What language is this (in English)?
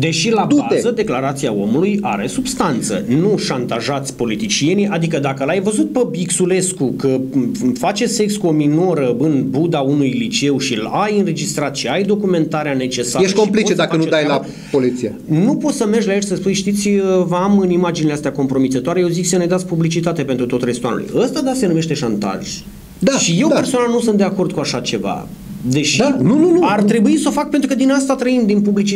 Romanian